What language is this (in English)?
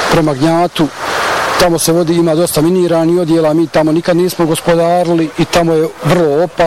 Bosnian